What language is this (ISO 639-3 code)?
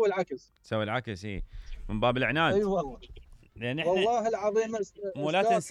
acm